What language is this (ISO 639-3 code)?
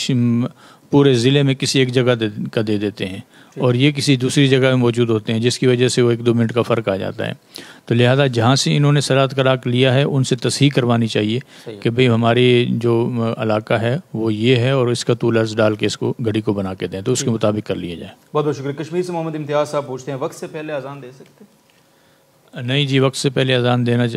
urd